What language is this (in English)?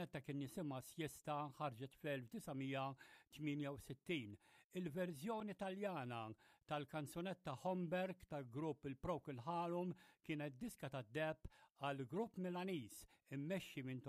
Maltese